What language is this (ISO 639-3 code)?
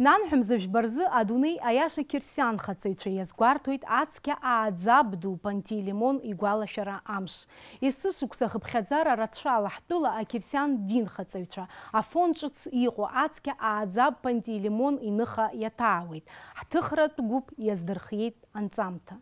abk